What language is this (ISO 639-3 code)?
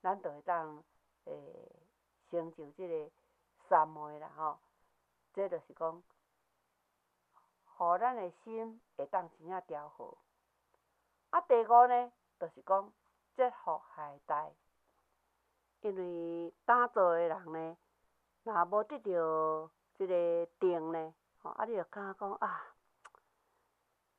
nan